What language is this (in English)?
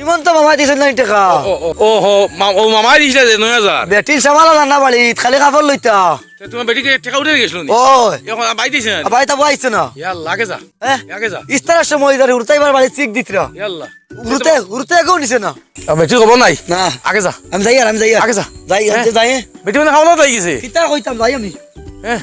Sylheti